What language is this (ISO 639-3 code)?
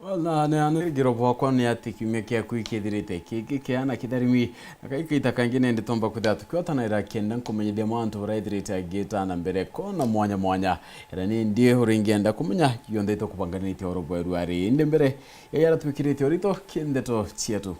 mer